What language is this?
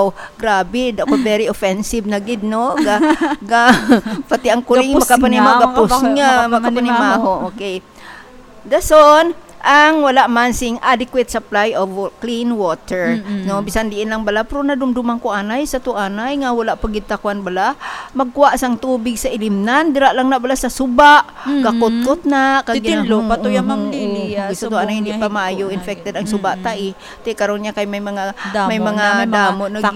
Hiligaynon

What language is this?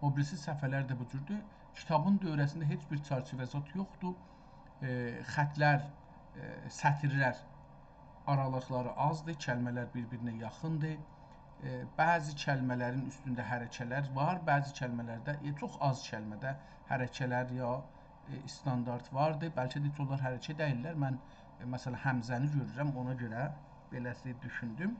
South Azerbaijani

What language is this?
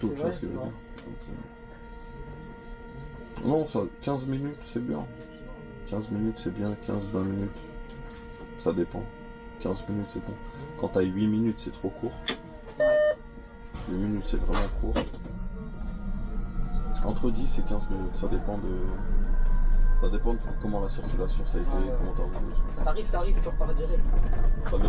French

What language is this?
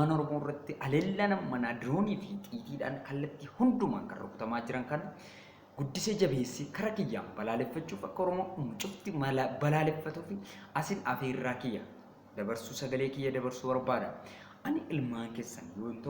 Oromo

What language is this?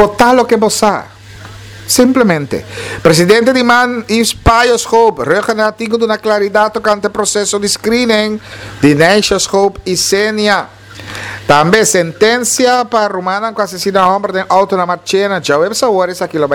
Papiamento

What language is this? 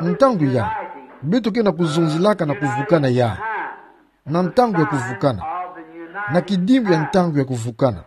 Kituba (Democratic Republic of Congo)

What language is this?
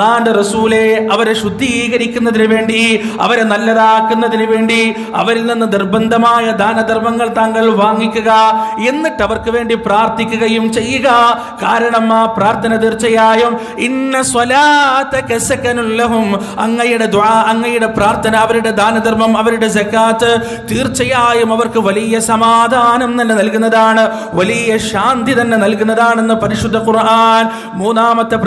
Malayalam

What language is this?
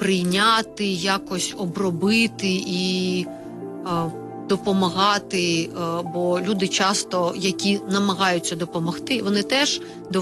Ukrainian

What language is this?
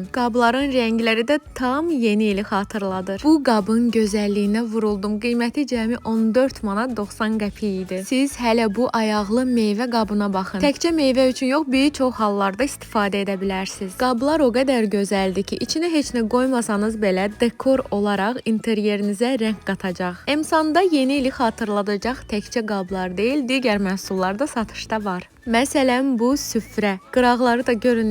Azerbaijani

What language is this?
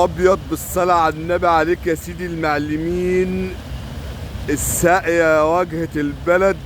Egyptian Arabic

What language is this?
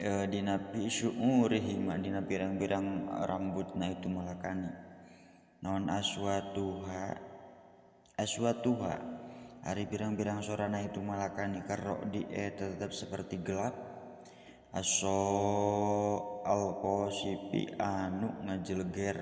Sundanese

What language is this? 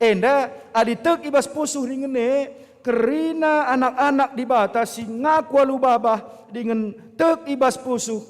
Batak Karo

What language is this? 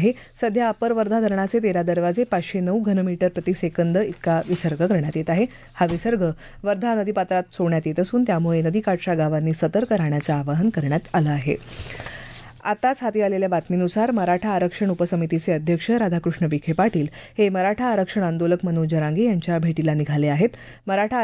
Marathi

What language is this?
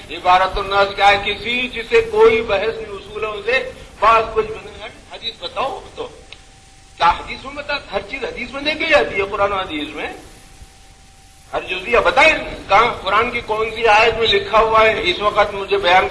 Urdu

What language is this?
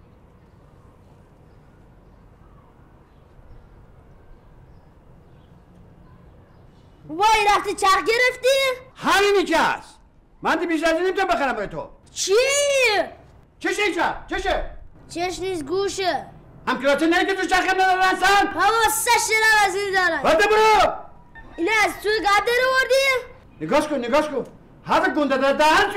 Persian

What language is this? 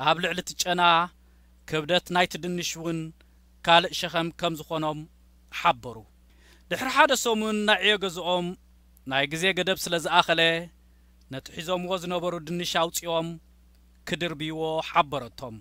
Tigrinya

